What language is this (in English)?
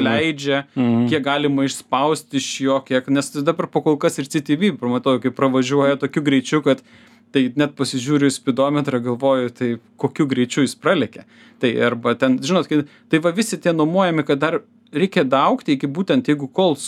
Lithuanian